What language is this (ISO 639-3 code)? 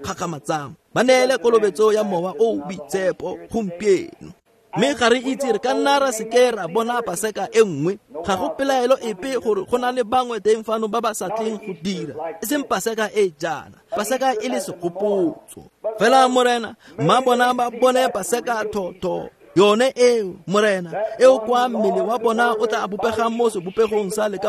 tsn